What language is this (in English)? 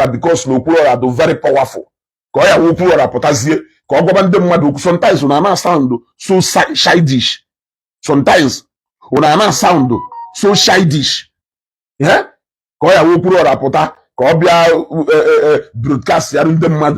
Igbo